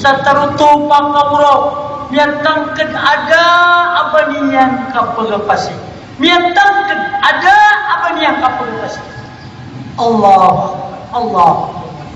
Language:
Maranao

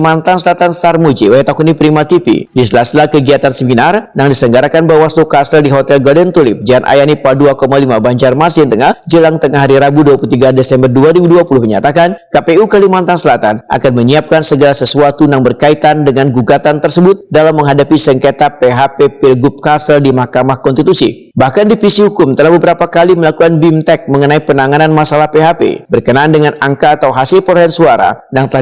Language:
Banjar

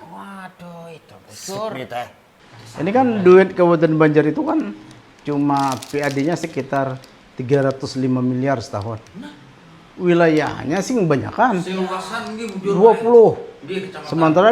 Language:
Banjar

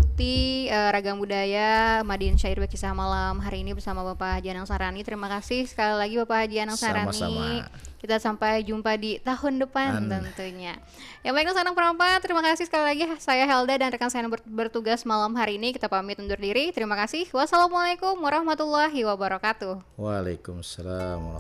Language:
Banjar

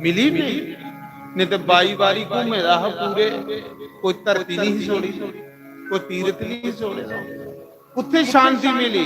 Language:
Dogri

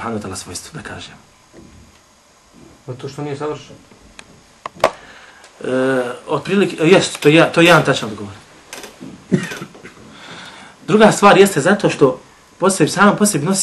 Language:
Bosnian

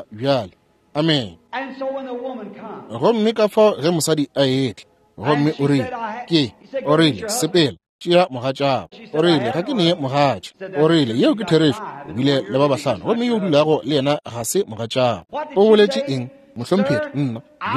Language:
Northern Sotho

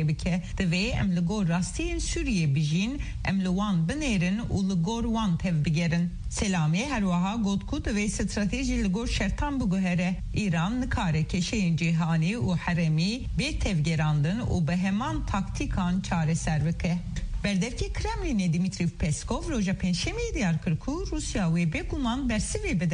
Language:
Kurdish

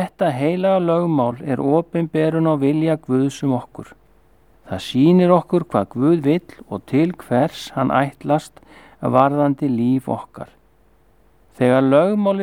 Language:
Icelandic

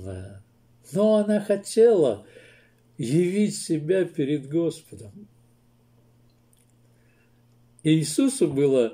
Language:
Russian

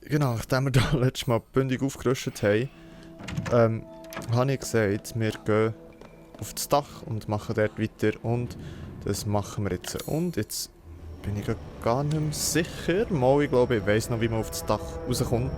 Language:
Swiss German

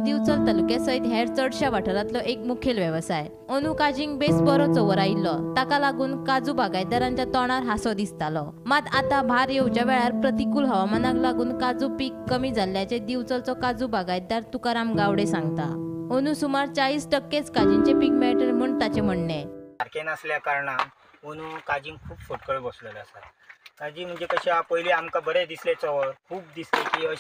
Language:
Konkani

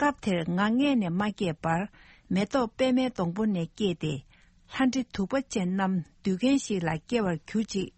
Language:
Tibetan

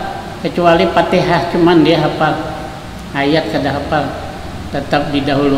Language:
Banjar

